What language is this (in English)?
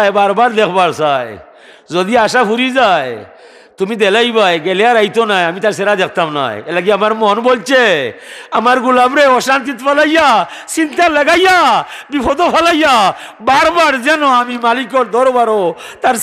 Sylheti